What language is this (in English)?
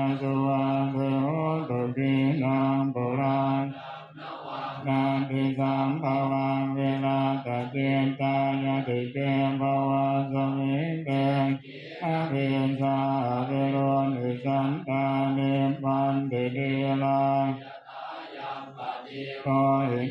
Pali